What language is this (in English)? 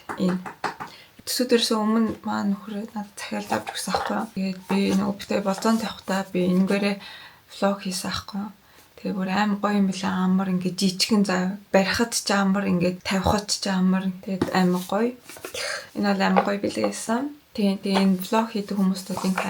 Mongolian